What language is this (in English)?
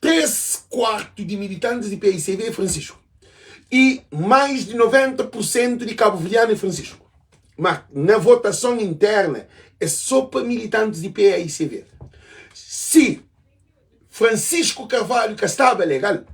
Kabuverdianu